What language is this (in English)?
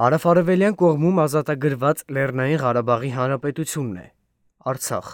Armenian